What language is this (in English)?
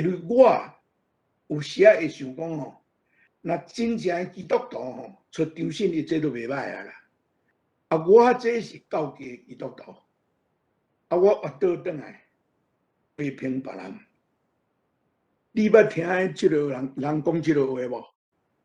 Min Nan Chinese